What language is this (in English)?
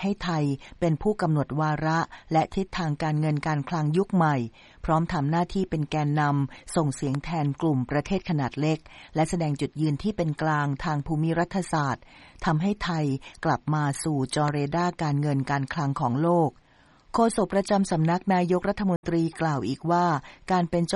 Thai